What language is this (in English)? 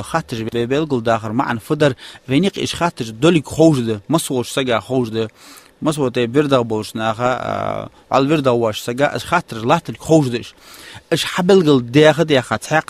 Ingush